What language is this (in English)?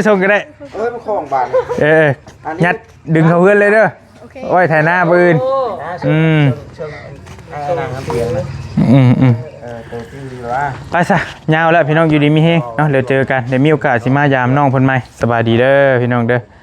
Northeastern Thai